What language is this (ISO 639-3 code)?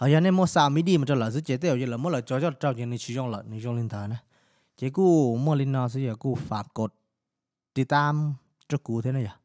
hmn